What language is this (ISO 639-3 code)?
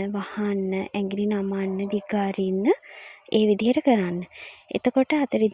sin